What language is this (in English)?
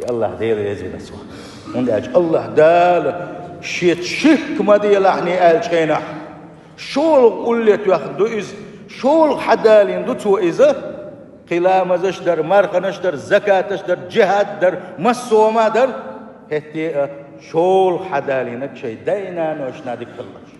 Chechen